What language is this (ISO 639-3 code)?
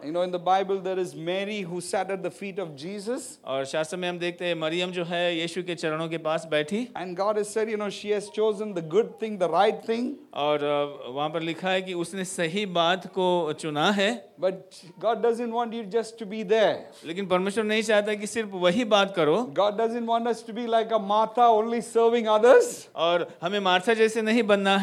hin